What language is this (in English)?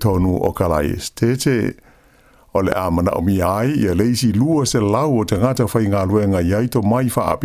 Samoan